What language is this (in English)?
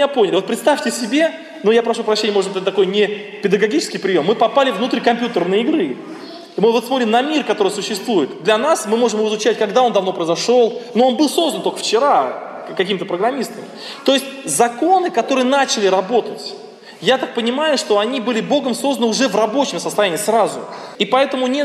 Russian